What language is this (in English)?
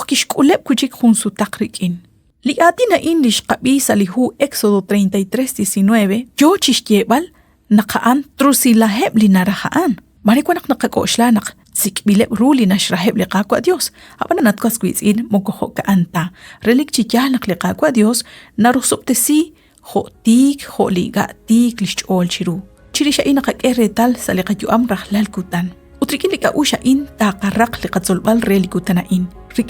Kekchí